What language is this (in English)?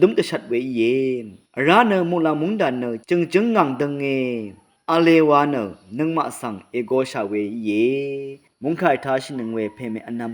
Rawang